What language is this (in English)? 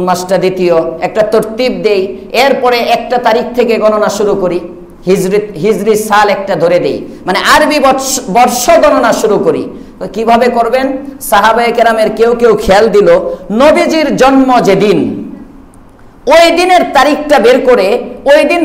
Bangla